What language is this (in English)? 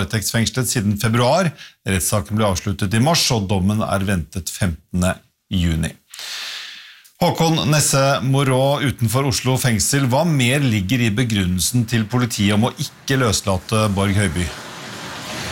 Norwegian